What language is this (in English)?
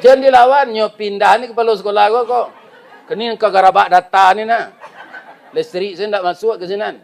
Minangkabau